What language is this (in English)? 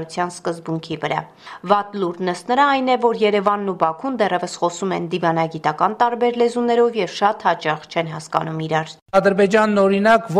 Armenian